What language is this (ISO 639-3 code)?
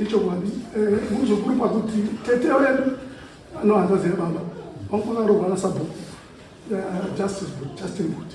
sna